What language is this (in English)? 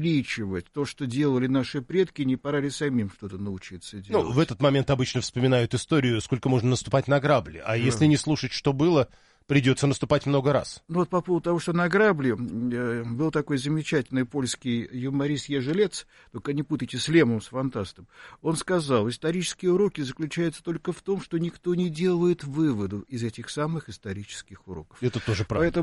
Russian